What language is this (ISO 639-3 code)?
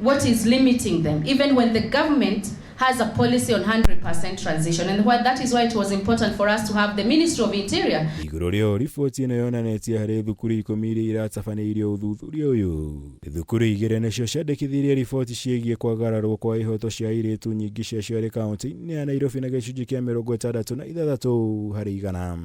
kik